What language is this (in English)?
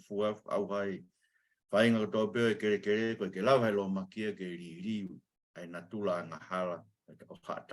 Tongan